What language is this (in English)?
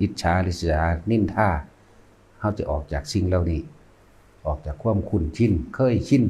Lao